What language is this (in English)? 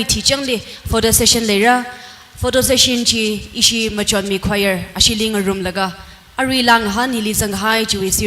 Tangkhul Naga (India)